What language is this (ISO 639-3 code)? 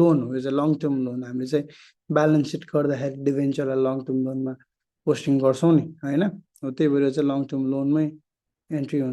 nep